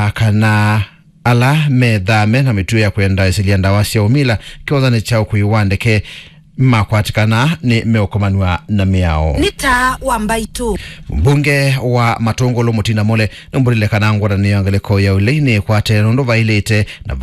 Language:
Kamba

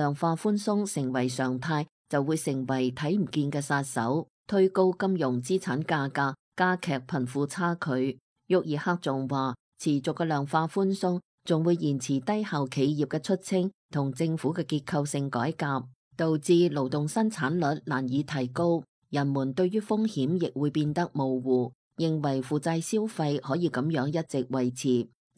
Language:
Cantonese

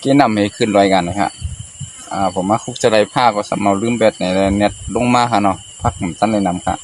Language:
Shan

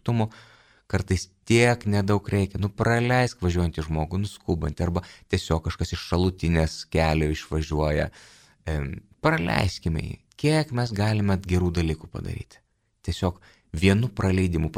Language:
Lithuanian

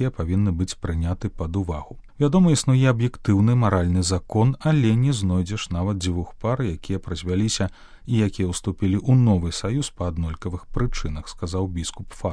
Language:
Belarusian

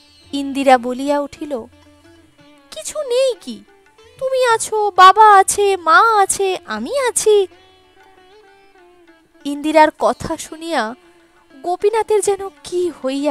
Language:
Bangla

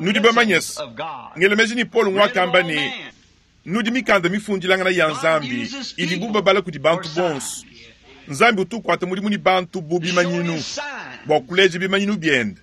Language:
Luba-Lulua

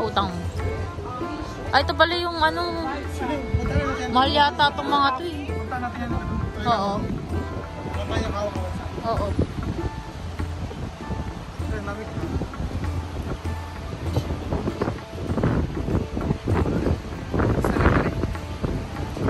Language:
Filipino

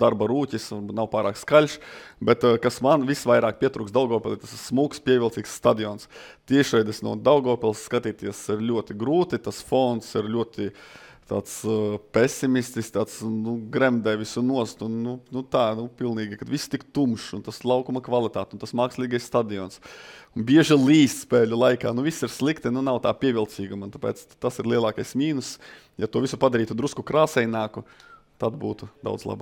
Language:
Latvian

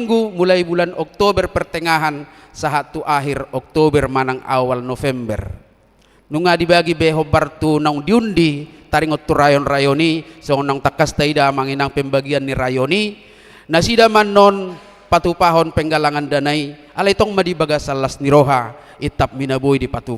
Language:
Batak Toba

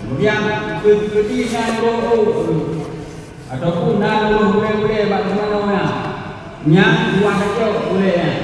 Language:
Achinese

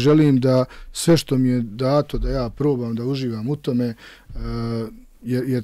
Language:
Bosnian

